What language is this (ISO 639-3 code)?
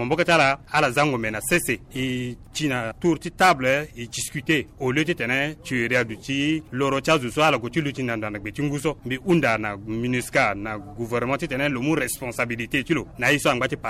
sag